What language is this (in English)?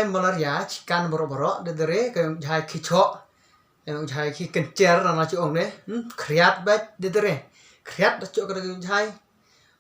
Khasi